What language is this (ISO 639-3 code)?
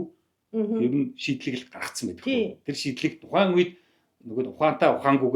mon